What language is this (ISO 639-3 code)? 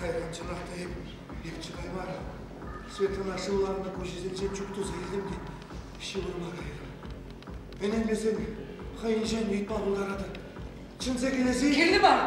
chv